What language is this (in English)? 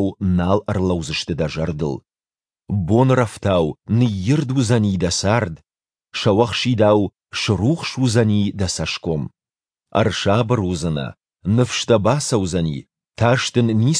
Ossetic